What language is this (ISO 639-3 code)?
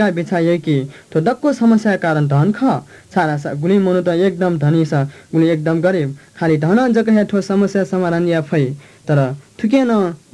new